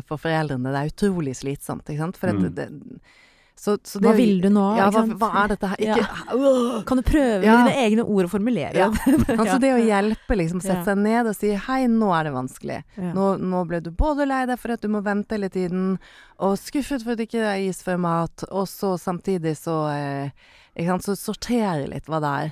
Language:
Norwegian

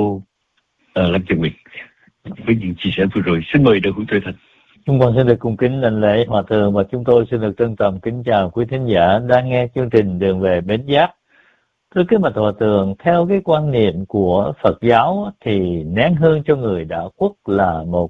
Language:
Vietnamese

